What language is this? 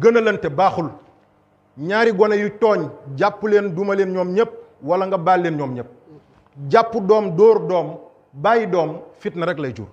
Wolof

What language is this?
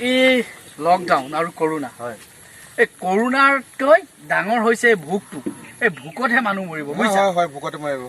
Assamese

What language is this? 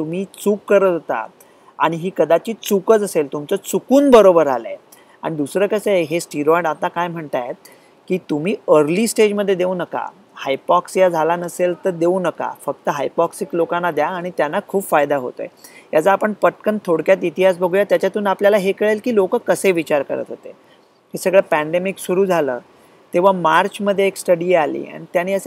Marathi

